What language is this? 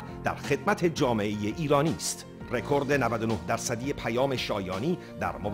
Persian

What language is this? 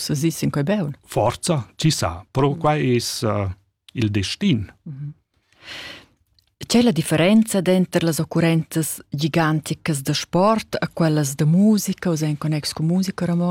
Romansh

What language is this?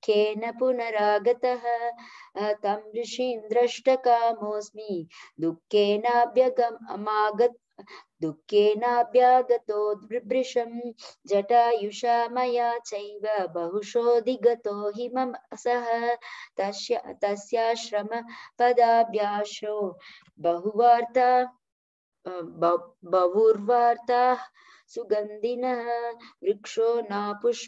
Sanskrit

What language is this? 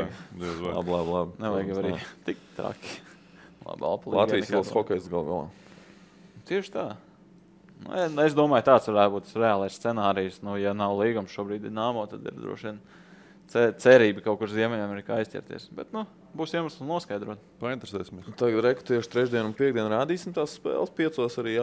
Latvian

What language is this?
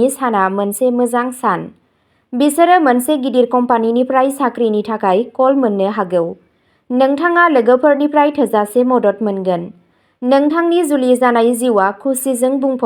Bodo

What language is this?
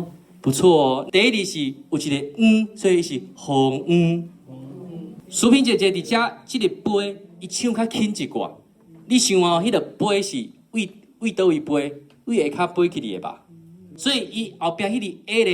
Min Nan Chinese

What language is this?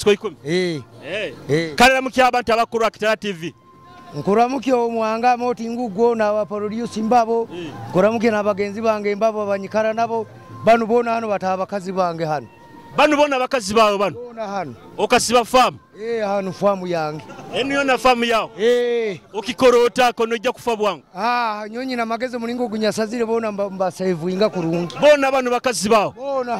Nyoro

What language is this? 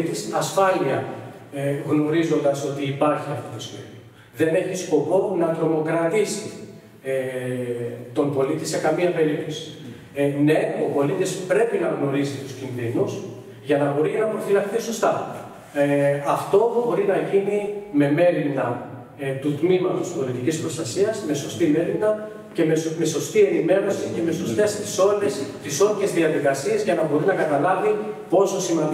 Greek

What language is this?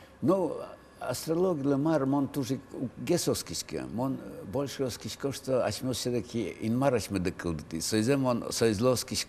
Udmurt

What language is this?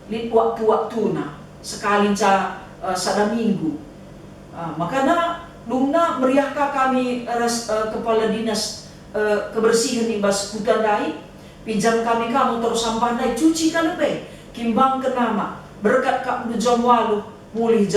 Batak Karo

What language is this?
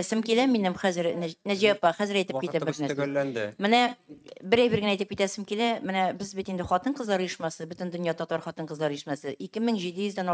Tatar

